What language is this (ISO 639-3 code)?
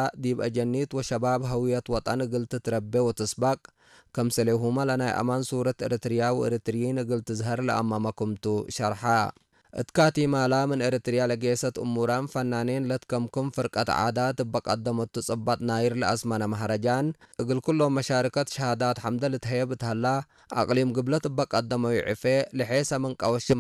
tir